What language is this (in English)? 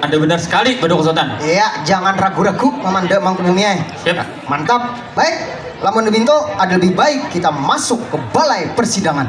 Banjar